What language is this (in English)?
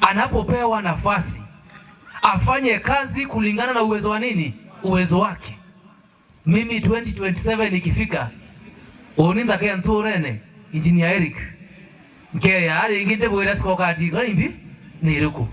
Meru